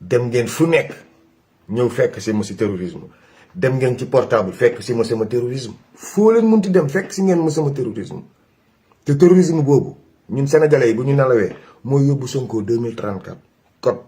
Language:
Wolof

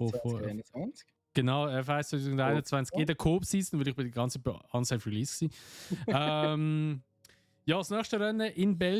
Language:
Swiss German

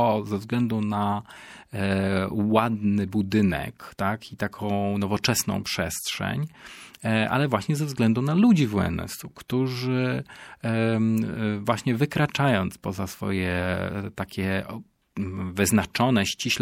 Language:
Polish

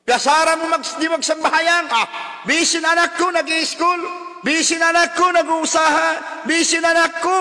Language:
Tausug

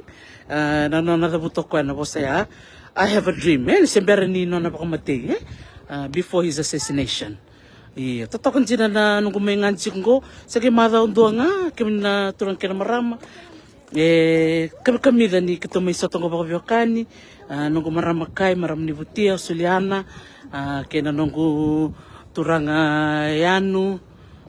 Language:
Fijian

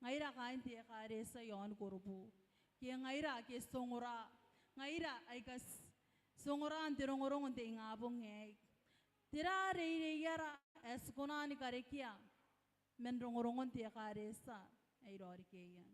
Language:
Gilbertese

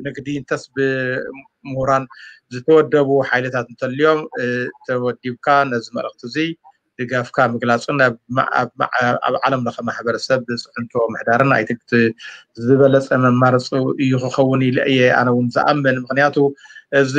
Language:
Tigrinya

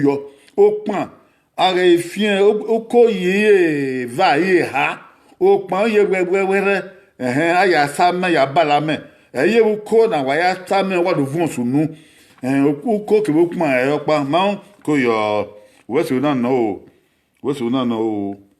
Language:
Bini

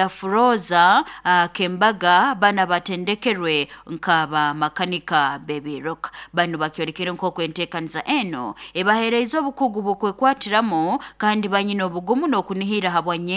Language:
Nyoro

